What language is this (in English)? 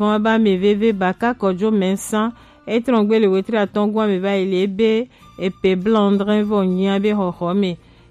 Gen